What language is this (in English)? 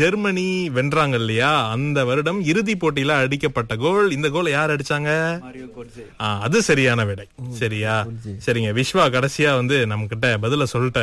Tamil